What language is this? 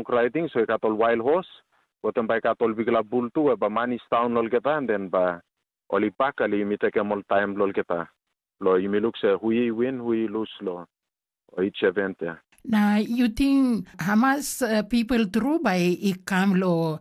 Tok Pisin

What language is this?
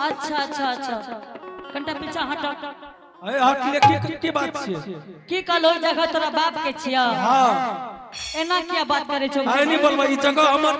Angika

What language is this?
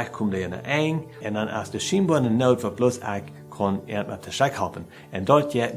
Plautdietsch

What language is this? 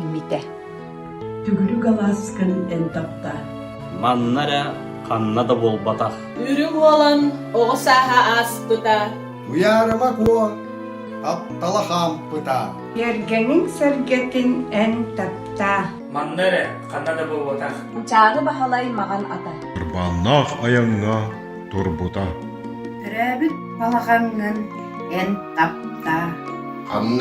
Yakut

